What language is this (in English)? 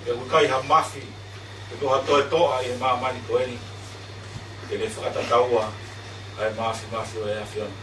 Tongan